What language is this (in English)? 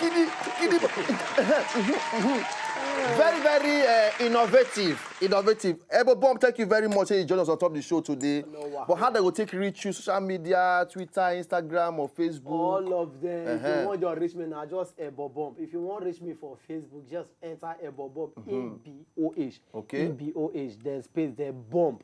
Nigerian Pidgin